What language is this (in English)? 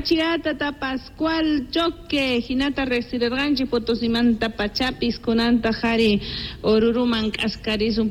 South Bolivian Quechua